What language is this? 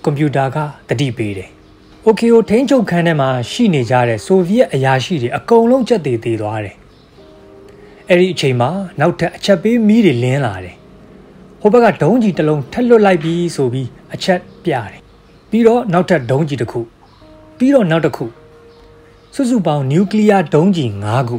Burmese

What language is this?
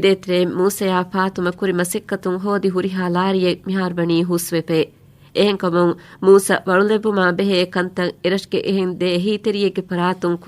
Divehi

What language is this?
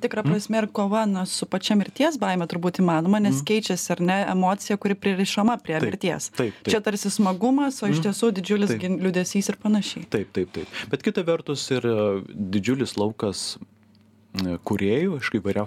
Lithuanian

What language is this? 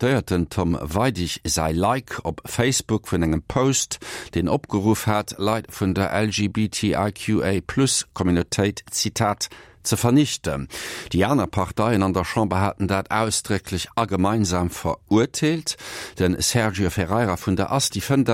Luxembourgish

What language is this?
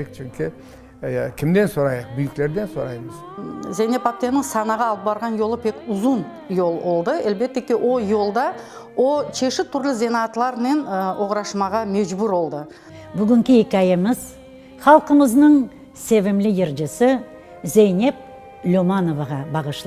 Crimean Tatar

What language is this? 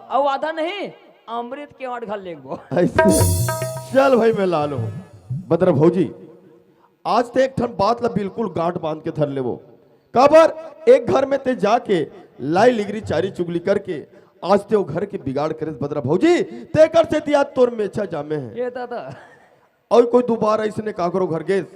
Chhattisgarhi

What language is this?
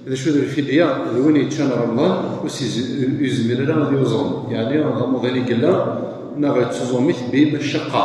Kabyle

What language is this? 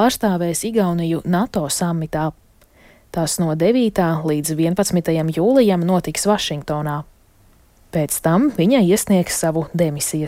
Latvian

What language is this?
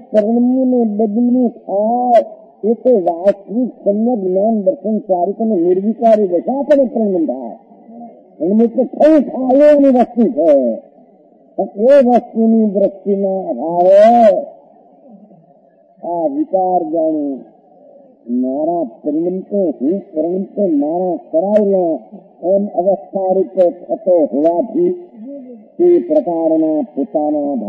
Gujarati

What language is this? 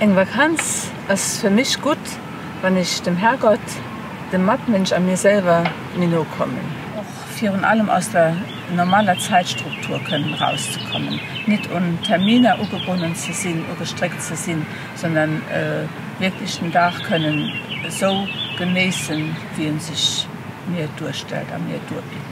Luxembourgish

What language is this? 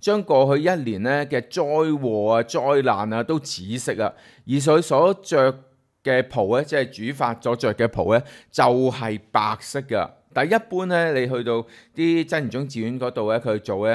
Cantonese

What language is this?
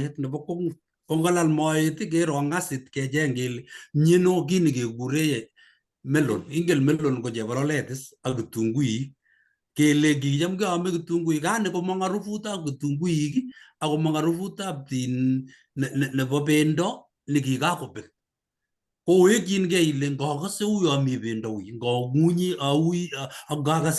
Kalenjin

